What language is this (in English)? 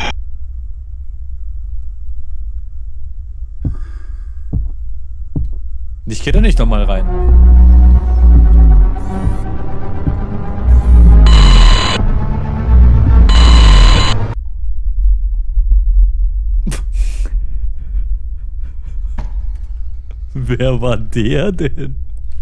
German